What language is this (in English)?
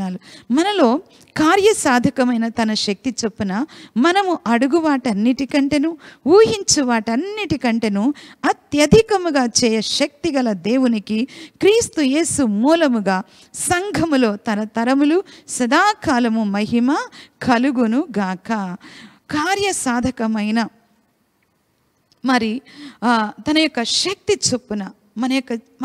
Telugu